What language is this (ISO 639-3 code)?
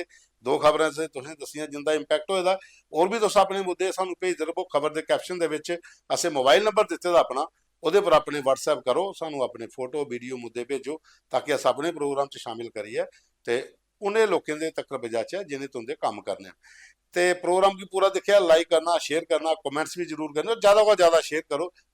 doi